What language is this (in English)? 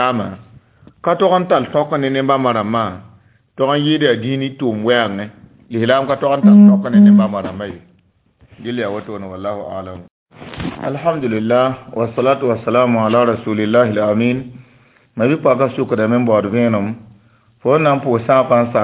Mossi